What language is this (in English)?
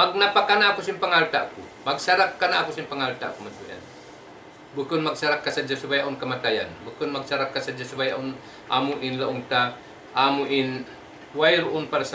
Tausug